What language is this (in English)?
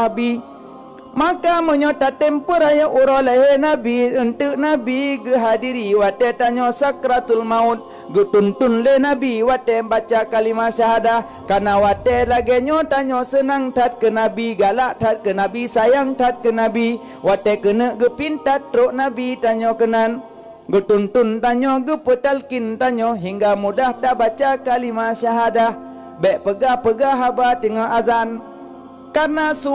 Achinese